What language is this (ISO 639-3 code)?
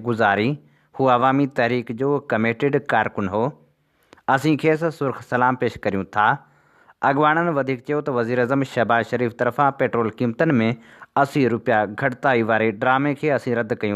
snd